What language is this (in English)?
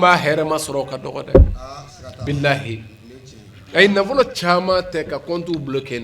Bambara